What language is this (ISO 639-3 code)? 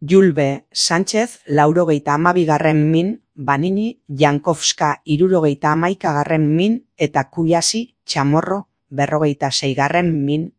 eus